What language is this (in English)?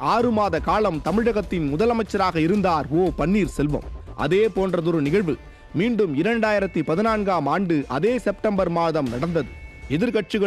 Tamil